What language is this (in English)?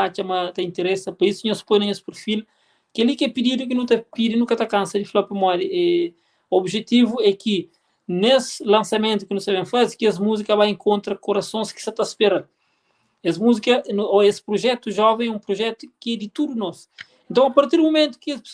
Kabuverdianu